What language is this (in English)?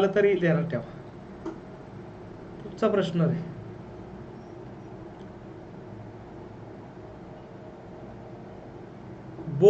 Marathi